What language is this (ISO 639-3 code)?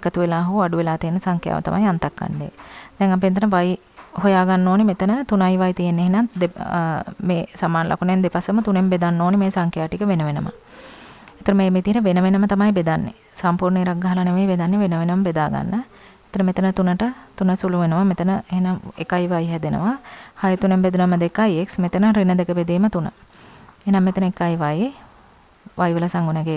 sin